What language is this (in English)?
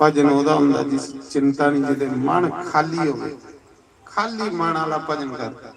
Dogri